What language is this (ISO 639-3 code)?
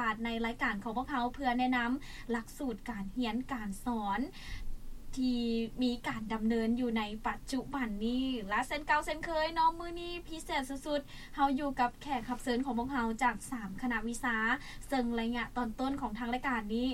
lao